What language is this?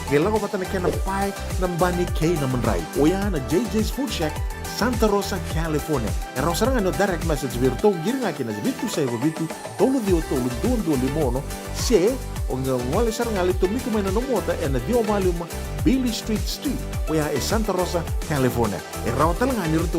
Fijian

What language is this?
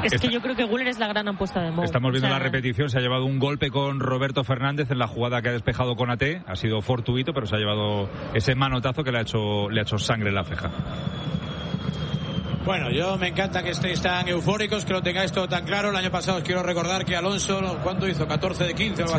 Spanish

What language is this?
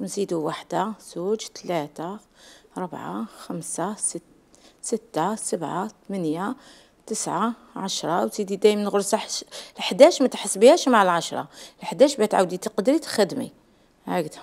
Algerian Arabic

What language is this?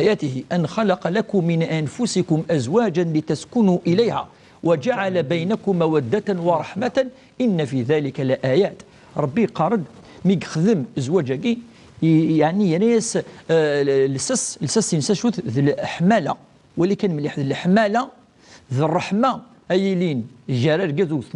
Kabyle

